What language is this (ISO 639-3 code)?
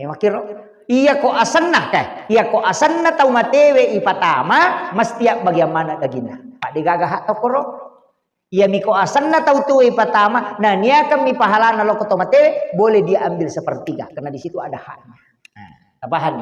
bug